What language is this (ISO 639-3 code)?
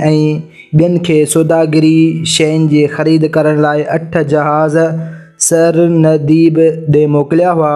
snd